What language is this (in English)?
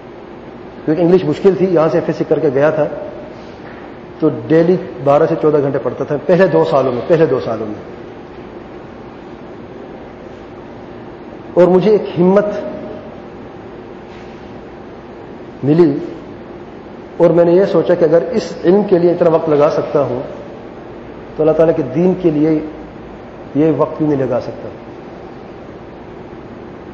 Urdu